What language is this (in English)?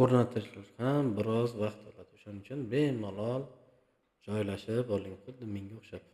Uzbek